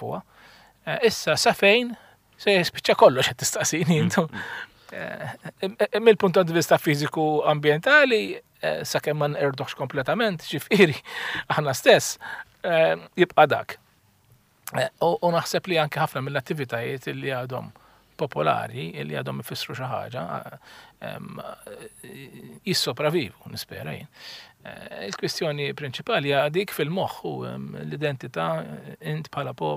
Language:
Maltese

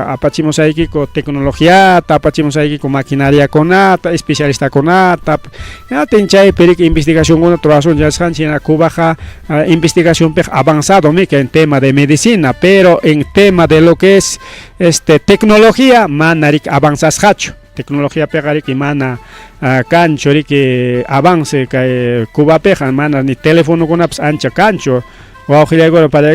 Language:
Ayacucho Quechua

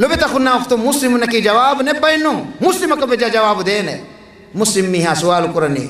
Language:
Divehi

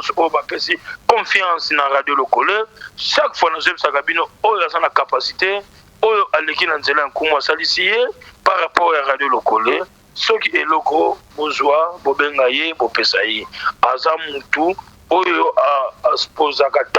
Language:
Lingala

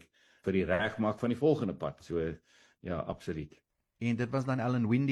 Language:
Afrikaans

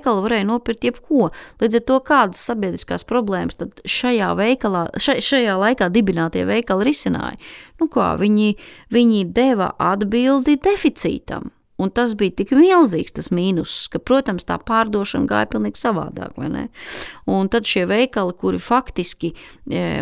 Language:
Latvian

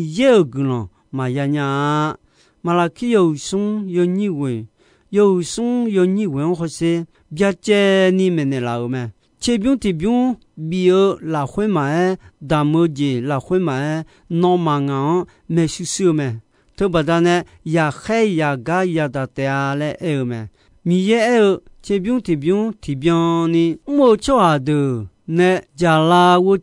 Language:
Akha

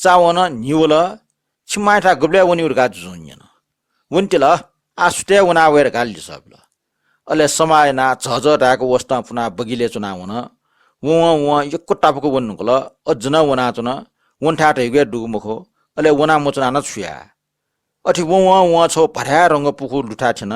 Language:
Newari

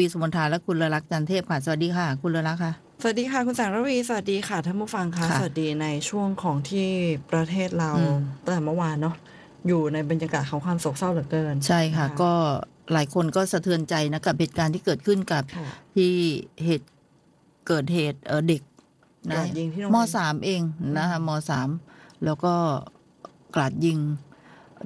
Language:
Thai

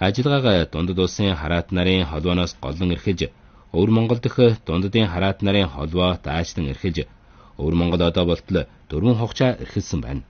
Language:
Mongolian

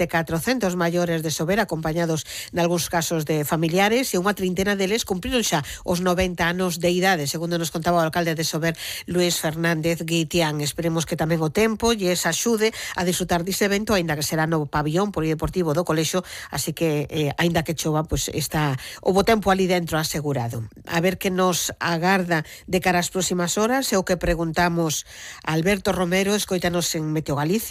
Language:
Galician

